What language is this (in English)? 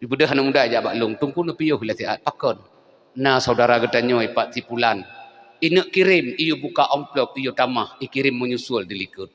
Achinese